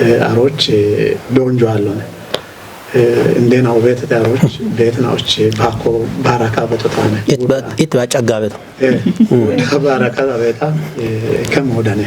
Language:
Kafa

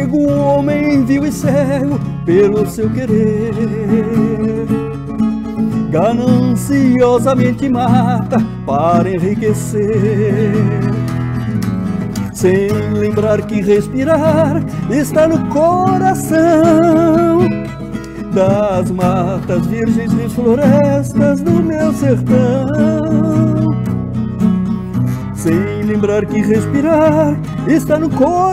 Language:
Portuguese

